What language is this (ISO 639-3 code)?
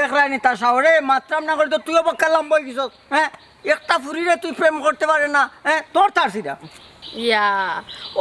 syl